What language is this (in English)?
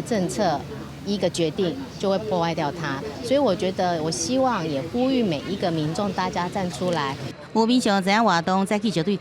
Min Nan Chinese